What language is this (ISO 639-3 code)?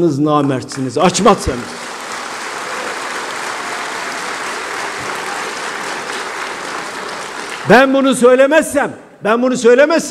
tur